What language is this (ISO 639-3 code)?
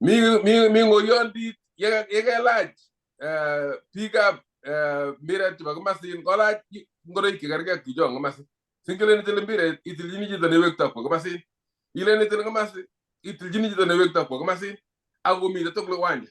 kln